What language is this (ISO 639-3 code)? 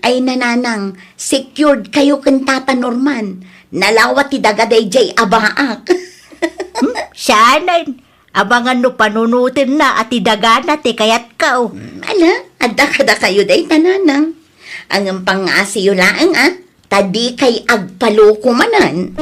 ilo